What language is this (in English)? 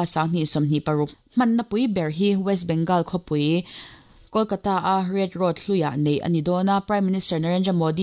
Mizo